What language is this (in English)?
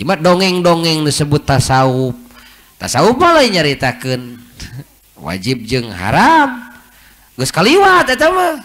Sundanese